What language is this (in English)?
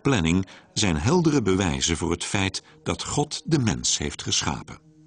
Dutch